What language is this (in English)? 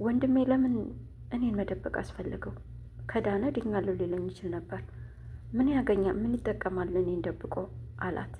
Amharic